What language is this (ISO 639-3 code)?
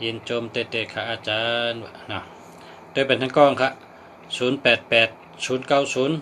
shn